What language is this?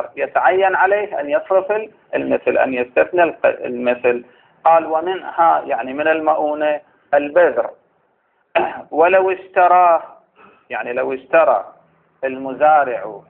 Arabic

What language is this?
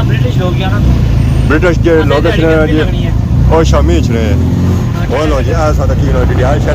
Pahari-Potwari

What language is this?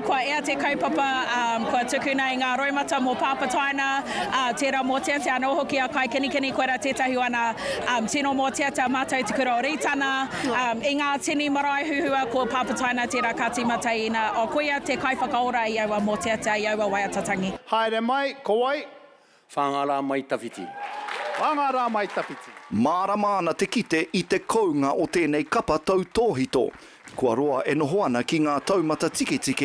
Māori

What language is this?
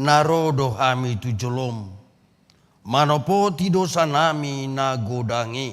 Batak Toba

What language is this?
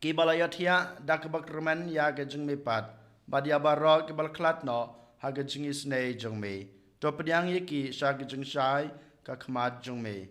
Khasi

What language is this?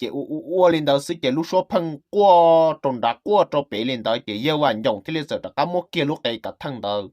Hmong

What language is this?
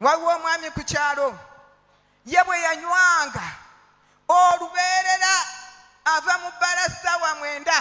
Ganda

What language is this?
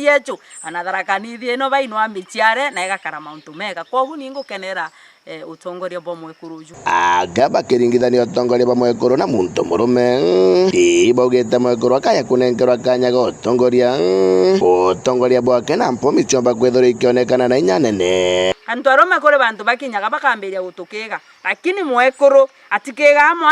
Meru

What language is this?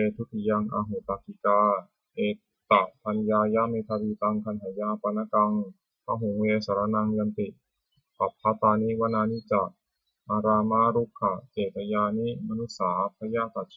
Pali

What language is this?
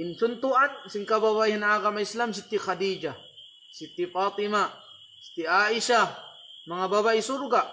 Tausug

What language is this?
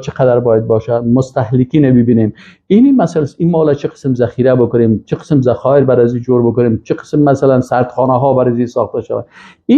Persian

